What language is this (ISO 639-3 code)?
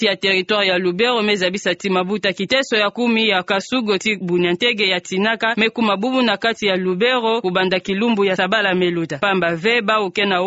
ktu